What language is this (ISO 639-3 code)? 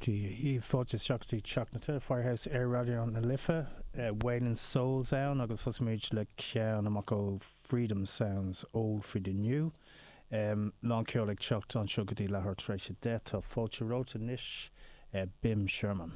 gle